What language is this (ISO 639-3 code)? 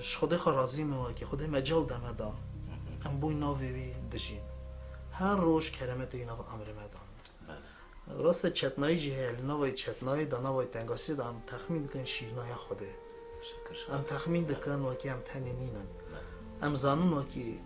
kur